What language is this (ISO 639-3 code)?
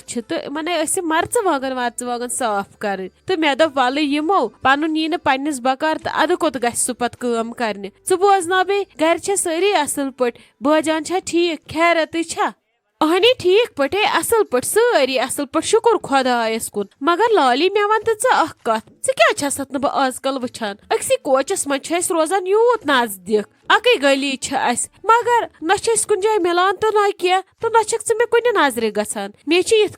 kas